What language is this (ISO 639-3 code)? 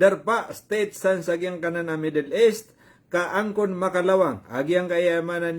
mrw